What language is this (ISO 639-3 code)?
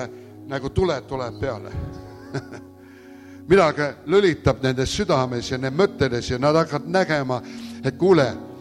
est